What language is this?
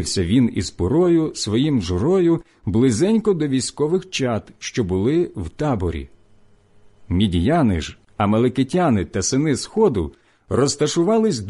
Ukrainian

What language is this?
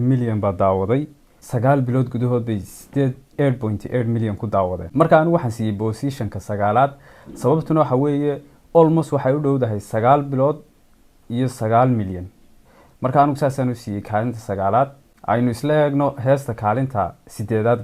Somali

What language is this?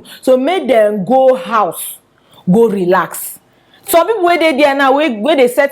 Nigerian Pidgin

